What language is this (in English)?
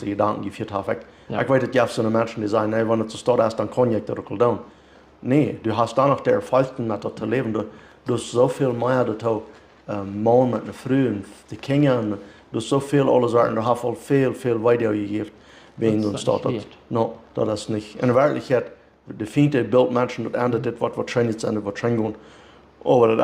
Plautdietsch